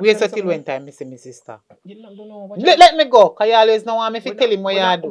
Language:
Jamaican Creole English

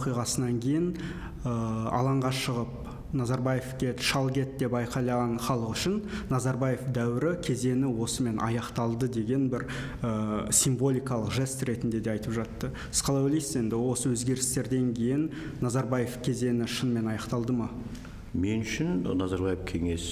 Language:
Kazakh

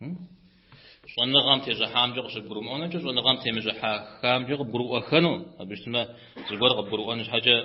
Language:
Kabardian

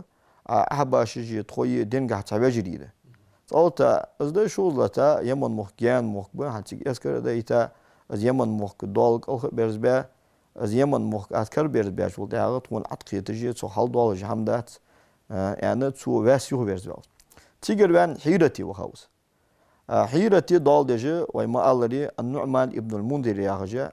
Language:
Ingush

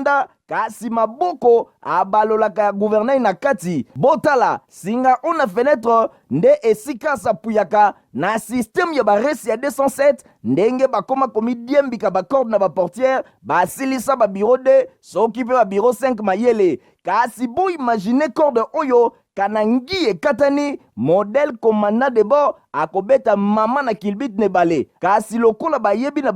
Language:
Lingala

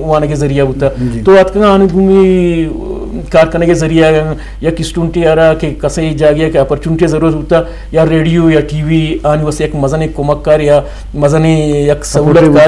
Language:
Eastern Balochi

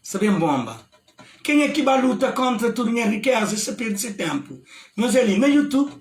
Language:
Kabuverdianu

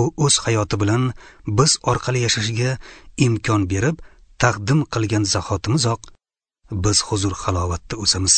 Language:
Uzbek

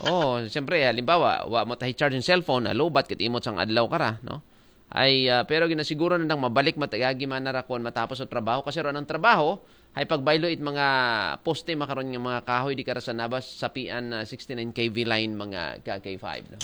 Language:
Aklanon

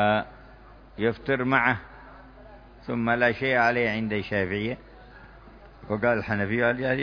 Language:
Arabic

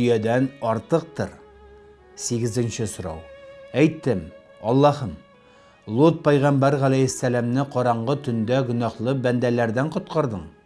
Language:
Tatar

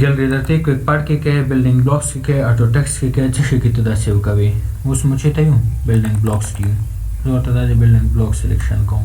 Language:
Pashto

